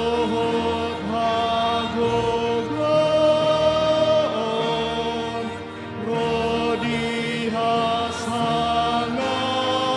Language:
Batak Toba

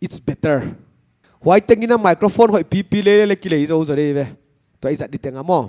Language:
Paite Chin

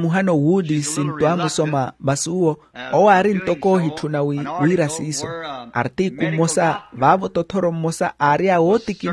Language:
Makhuwa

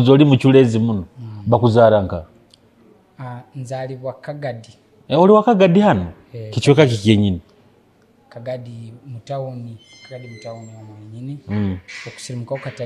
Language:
Nyoro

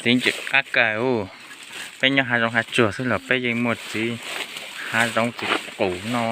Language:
Hmong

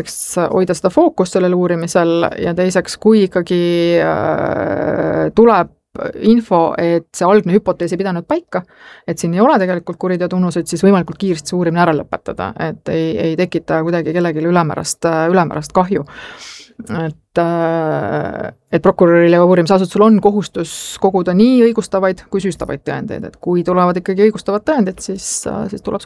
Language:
Estonian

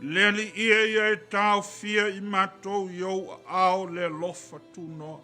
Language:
Samoan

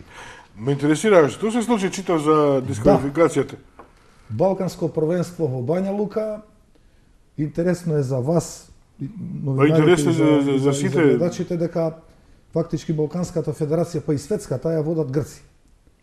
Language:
Macedonian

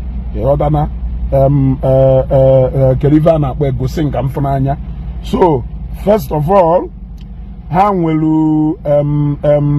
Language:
Igbo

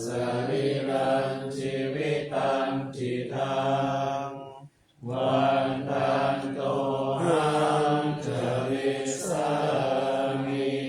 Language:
Pali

